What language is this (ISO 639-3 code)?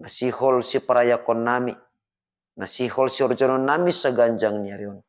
bts